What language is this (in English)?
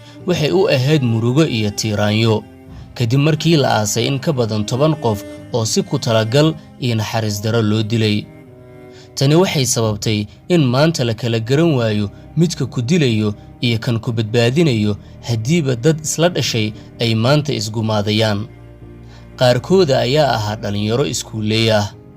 Somali